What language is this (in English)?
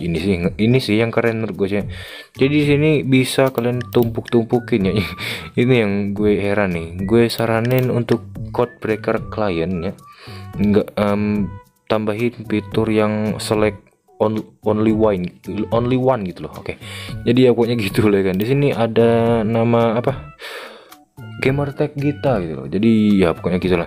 Indonesian